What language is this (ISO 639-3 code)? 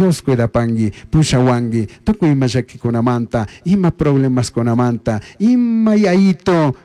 qug